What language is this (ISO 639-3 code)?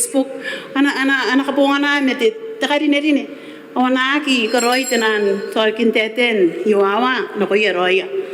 gil